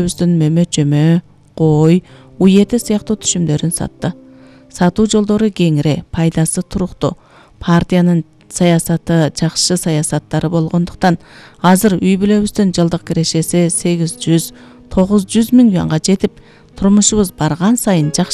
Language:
Kyrgyz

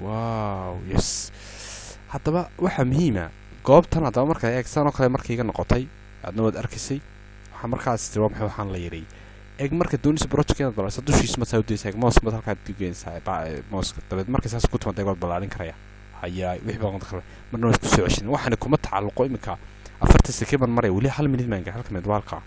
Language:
Somali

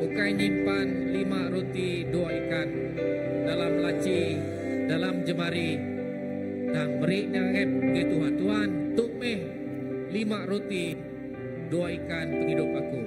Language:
Iban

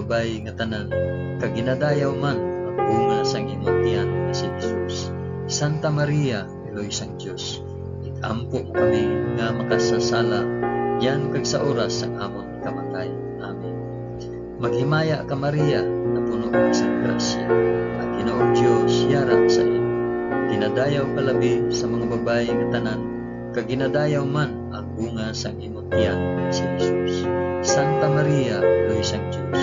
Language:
Hiligaynon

